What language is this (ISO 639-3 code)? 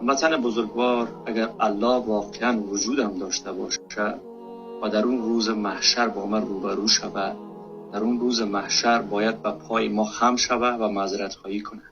fas